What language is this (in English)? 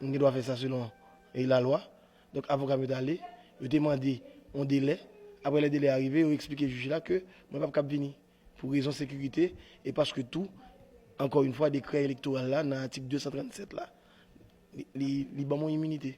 Haitian Creole